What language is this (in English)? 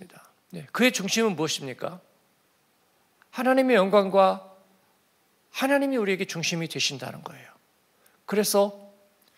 Korean